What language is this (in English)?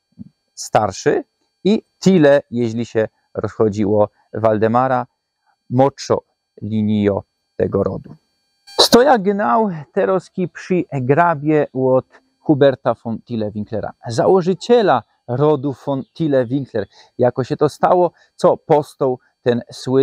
Silesian